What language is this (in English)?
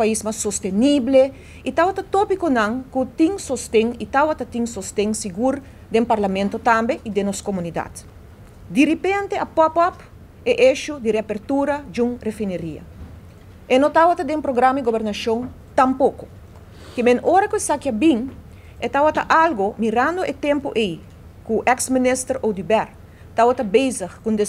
Papiamento